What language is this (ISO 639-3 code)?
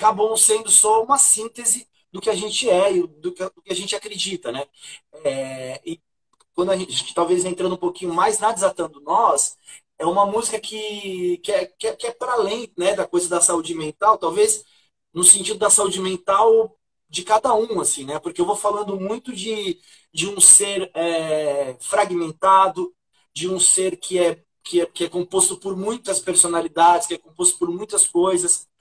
por